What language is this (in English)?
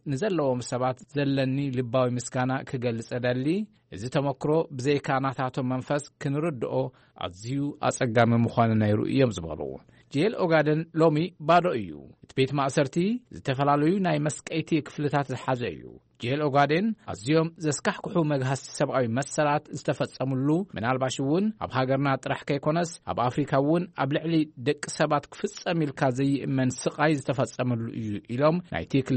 Tigrinya